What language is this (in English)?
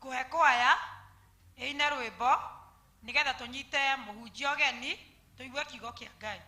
Kikuyu